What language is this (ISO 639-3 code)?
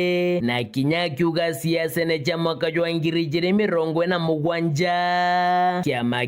mer